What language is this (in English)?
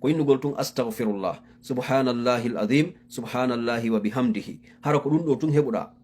Fula